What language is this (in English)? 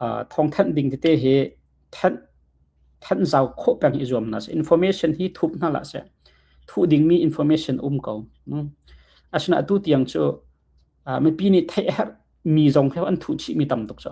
Hakha Chin